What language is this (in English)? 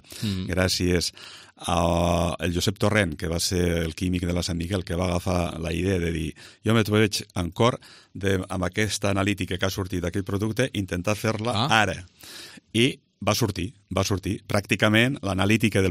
Catalan